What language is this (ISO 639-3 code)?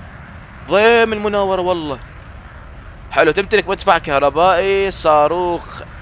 ara